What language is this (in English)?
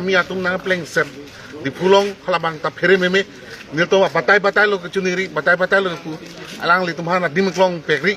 Karbi